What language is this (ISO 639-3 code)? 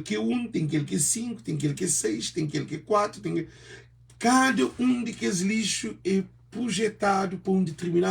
kea